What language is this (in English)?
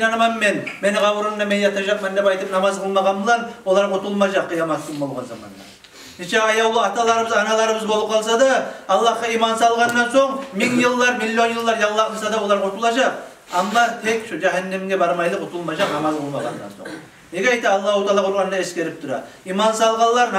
Kumyk